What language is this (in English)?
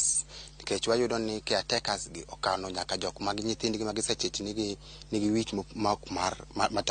Luo (Kenya and Tanzania)